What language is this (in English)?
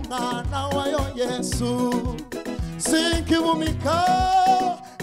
Kinyarwanda